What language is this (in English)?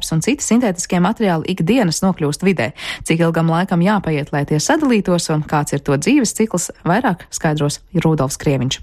Latvian